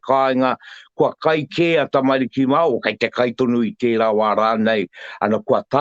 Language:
Māori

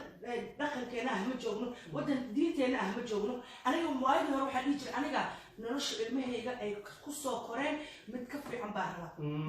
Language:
Somali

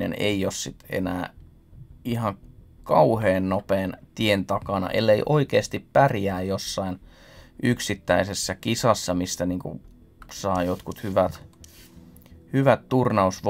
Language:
Finnish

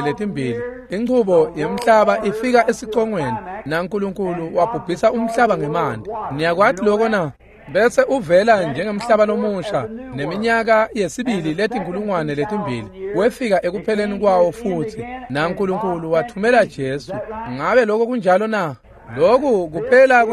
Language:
Swati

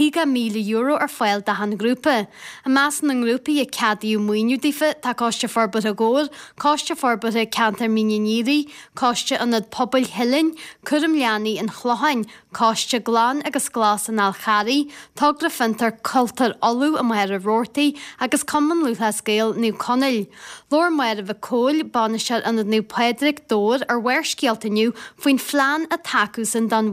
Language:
Irish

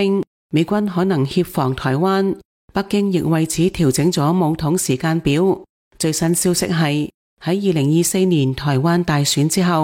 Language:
Cantonese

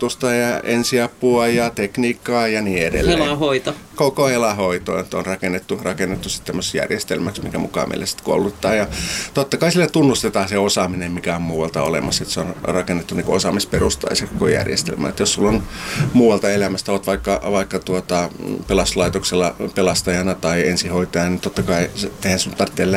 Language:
Finnish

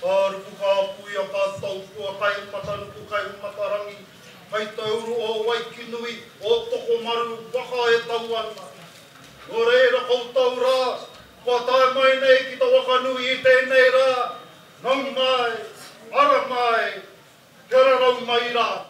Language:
Māori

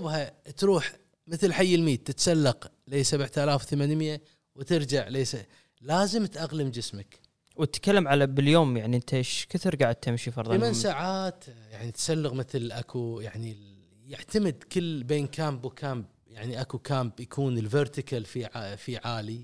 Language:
Gulf Arabic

